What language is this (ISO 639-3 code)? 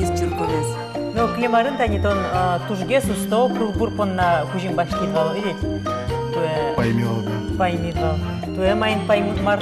udm